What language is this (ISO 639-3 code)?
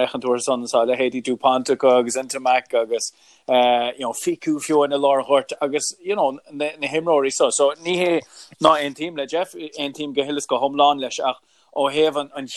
gle